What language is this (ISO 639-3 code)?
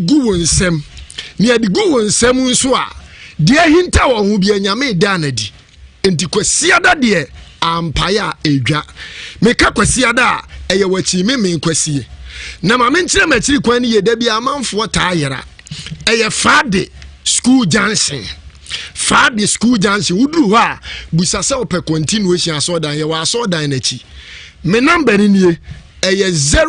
aka